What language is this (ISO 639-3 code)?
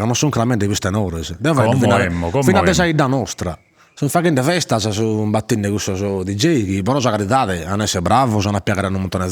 srd